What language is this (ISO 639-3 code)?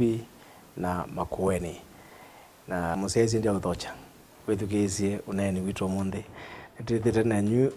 kam